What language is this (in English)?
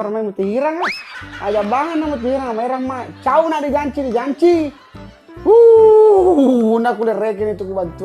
Buginese